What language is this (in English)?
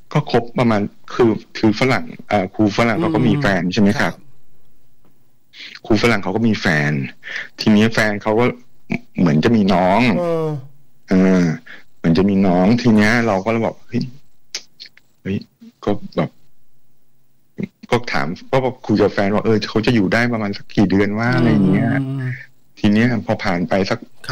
Thai